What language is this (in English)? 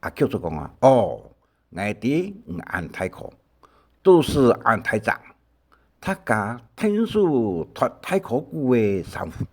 Hakka Chinese